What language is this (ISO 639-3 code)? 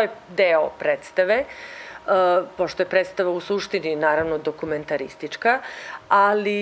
srp